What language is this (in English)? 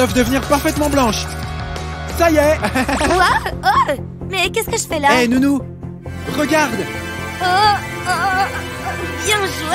French